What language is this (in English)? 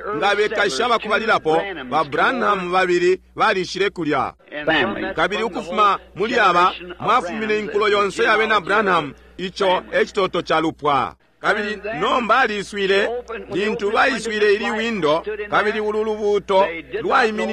Bemba